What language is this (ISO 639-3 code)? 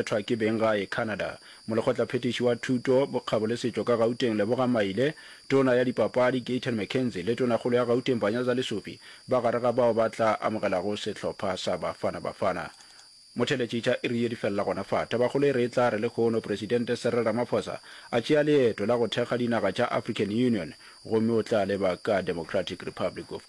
nso